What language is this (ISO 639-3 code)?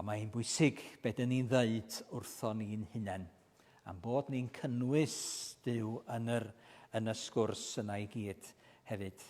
cym